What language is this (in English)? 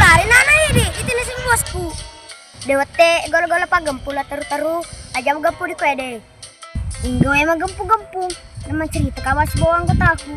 Buginese